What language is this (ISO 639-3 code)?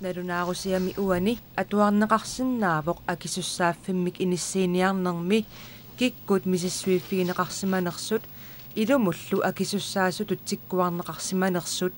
kal